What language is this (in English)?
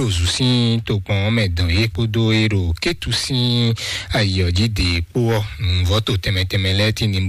Fon